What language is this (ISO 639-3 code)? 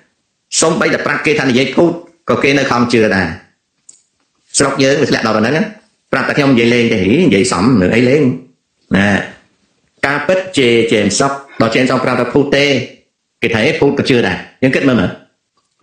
khm